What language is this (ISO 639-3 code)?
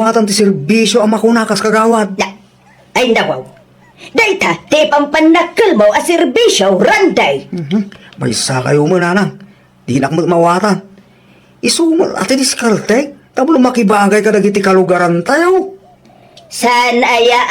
ilo